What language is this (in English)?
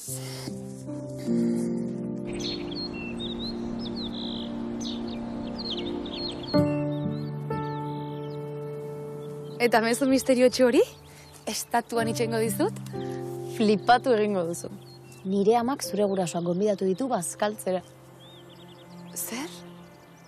Basque